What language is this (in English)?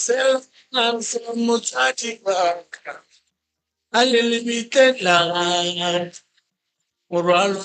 Northern Sotho